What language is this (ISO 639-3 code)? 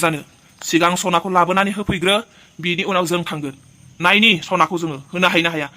brx